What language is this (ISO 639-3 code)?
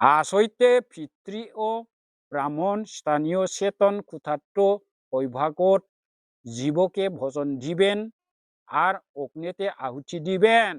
brx